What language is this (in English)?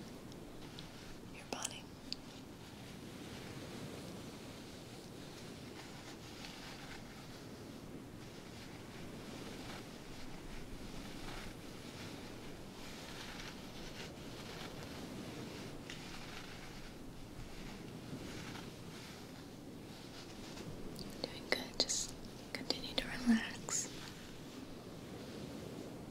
English